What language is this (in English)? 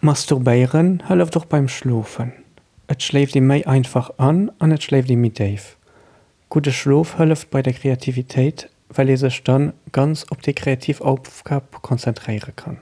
Luxembourgish